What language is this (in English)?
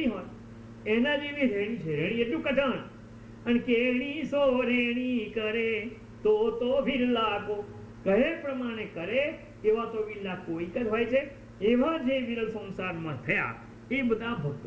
Gujarati